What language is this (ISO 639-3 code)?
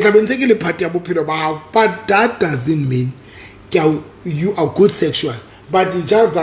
sot